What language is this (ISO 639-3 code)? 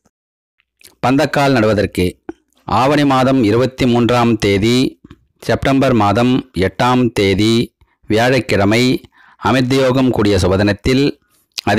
tam